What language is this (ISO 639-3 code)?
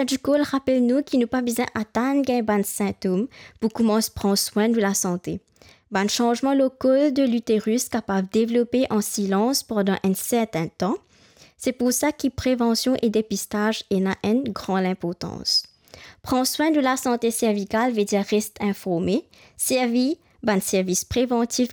mfe